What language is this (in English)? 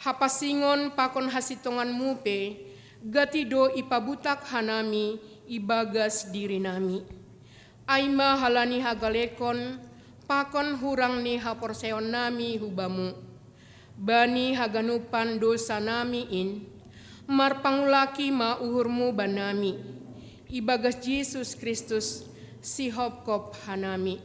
Batak Simalungun